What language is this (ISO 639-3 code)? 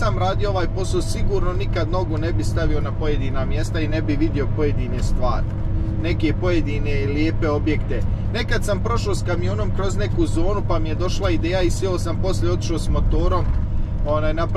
hrv